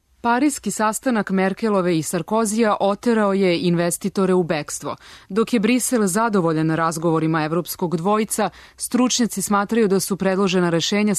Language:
Serbian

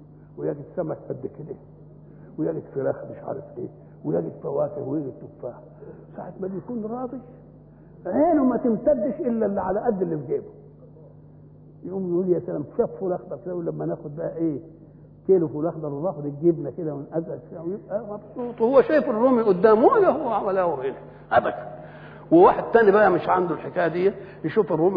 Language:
Egyptian Arabic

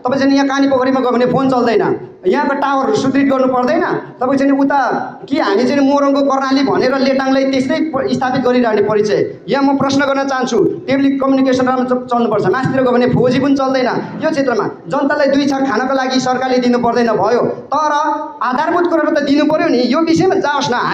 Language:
Nepali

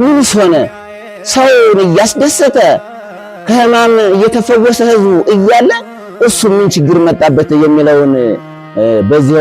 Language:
Amharic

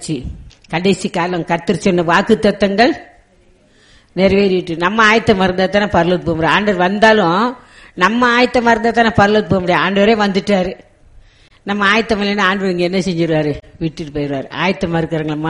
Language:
Tamil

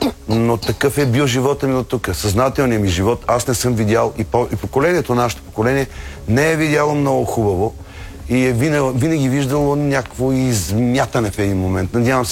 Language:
Bulgarian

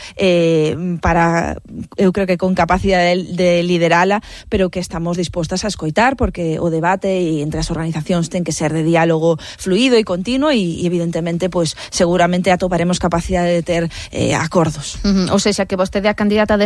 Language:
Galician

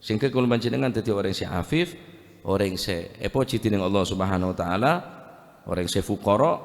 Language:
Madurese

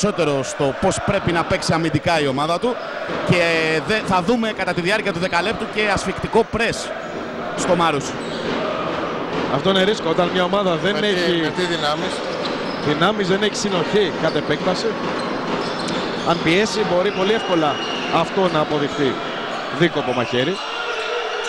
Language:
Greek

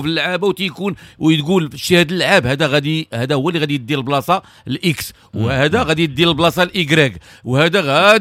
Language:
Moroccan Arabic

